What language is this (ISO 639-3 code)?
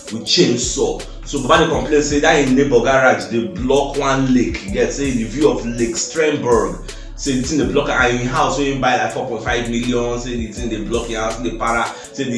pcm